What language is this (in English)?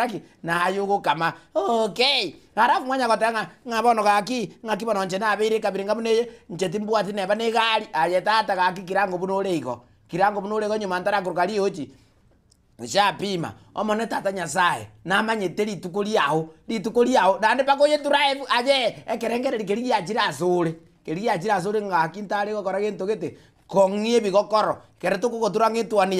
Gusii